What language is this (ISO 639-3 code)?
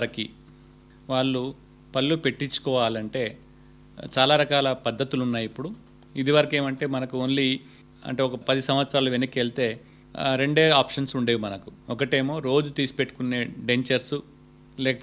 tel